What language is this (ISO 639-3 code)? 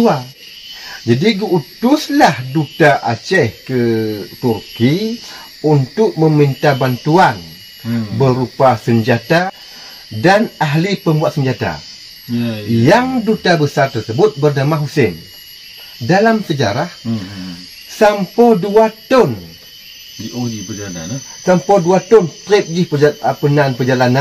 ace